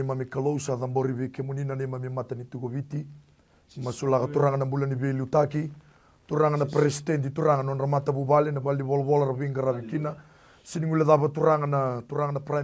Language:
Fijian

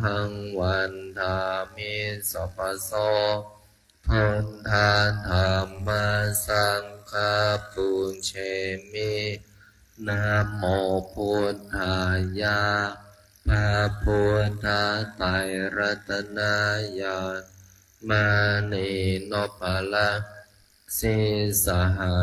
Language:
Pali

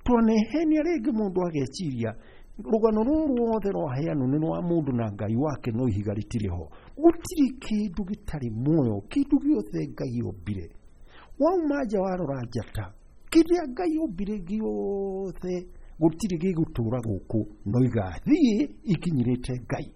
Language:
Kikuyu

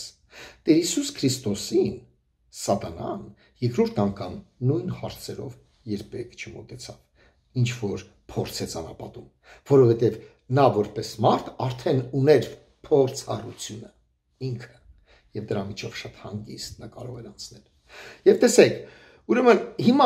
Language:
Armenian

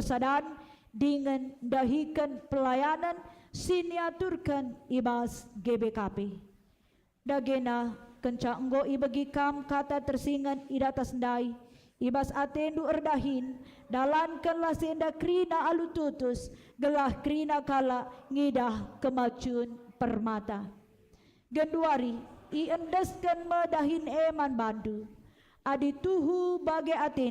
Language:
Batak Karo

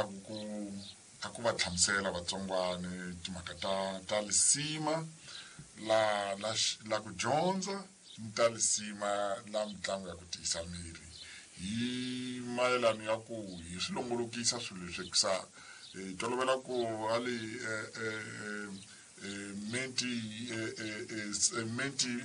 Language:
Tsonga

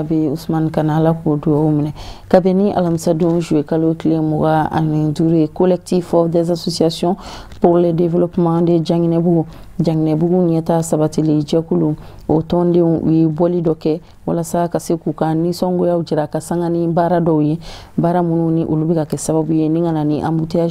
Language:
Bambara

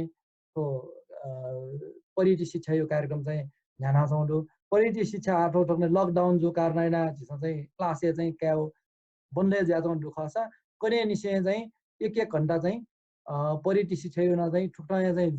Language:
Newari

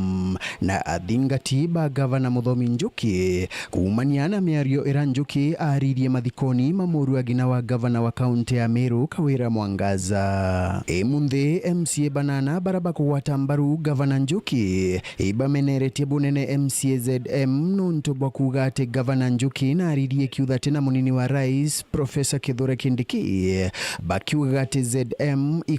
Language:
Meru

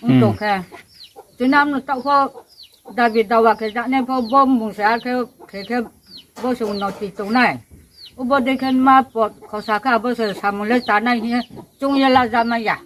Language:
Riang (India)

